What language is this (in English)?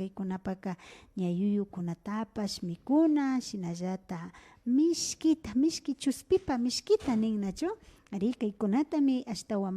Imbabura Highland Quichua